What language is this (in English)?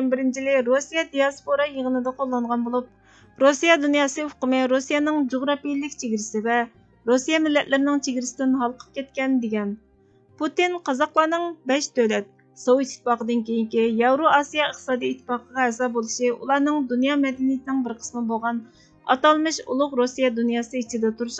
Uyghur